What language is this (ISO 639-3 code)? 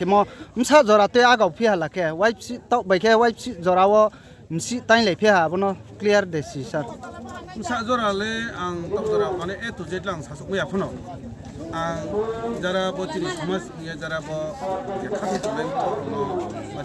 ria